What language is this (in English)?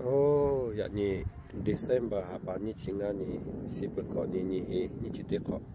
Lahu